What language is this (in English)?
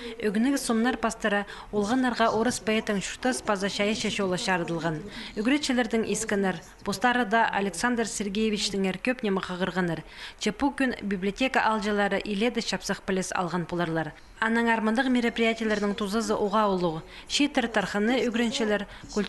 Khakas